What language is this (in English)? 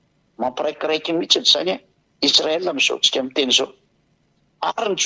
Malagasy